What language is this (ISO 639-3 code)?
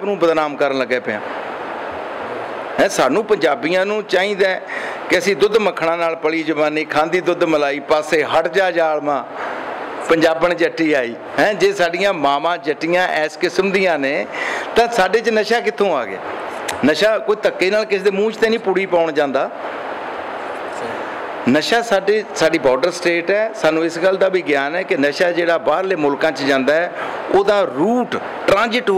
pan